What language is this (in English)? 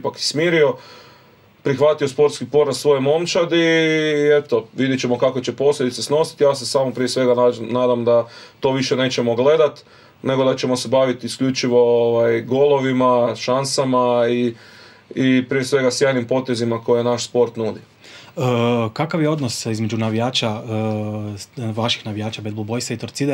Croatian